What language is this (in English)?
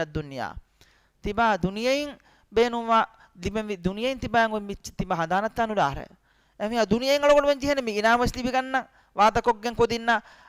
Divehi